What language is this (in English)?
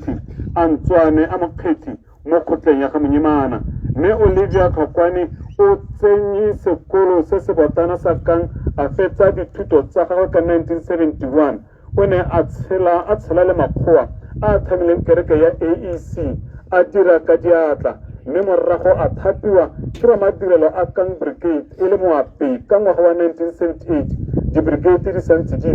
Tswana